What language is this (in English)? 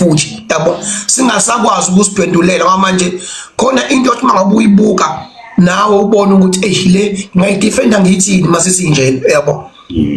Zulu